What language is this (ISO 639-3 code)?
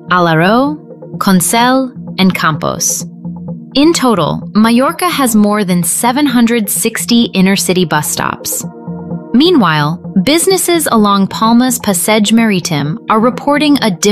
eng